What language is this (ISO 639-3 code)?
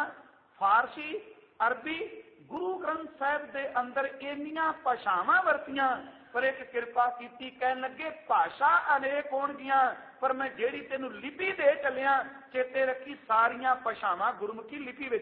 pan